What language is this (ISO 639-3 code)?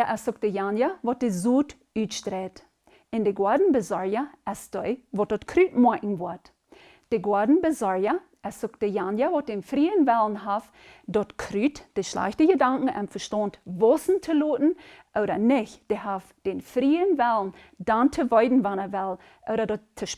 pdt